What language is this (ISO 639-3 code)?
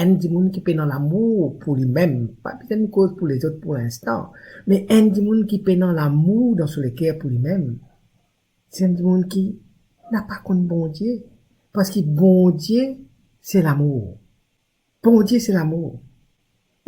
mfe